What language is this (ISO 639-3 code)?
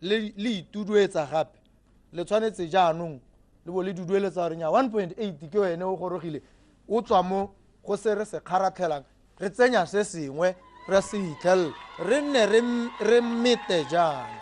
tsn